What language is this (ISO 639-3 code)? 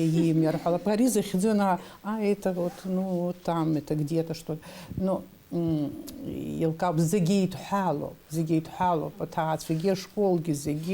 abk